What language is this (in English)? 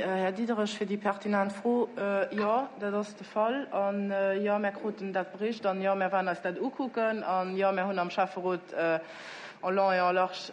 Luxembourgish